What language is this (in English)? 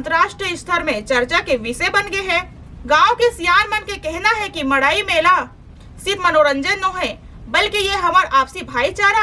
Chhattisgarhi